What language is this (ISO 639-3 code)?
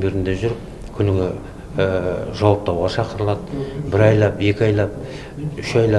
kaz